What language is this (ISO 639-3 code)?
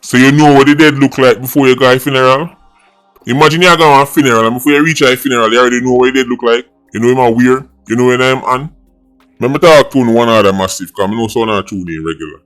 jam